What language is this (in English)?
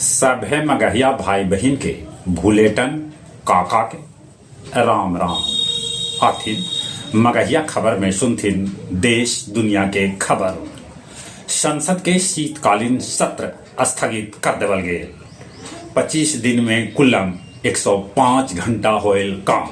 Magahi